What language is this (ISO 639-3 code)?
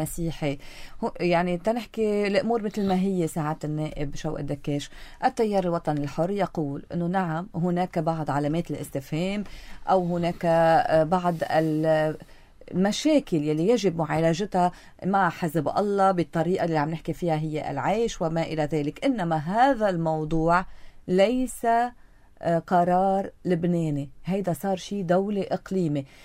apc